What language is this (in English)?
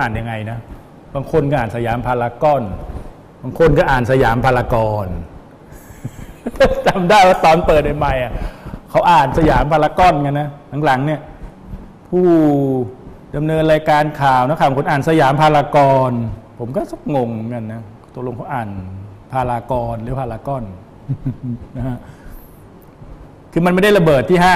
Thai